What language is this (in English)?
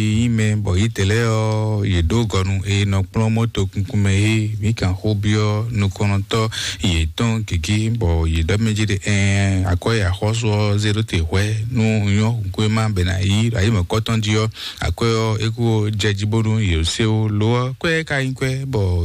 Fon